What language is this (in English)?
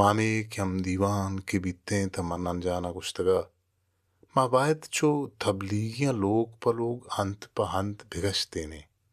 Baluchi